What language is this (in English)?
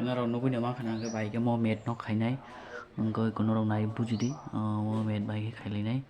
Kok Borok